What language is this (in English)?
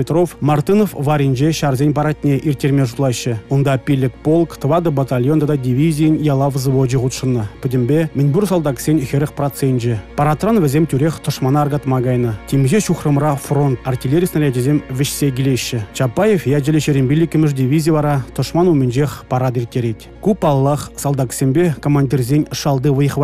Chuvash